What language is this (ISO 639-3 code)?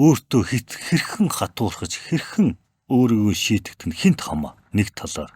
mon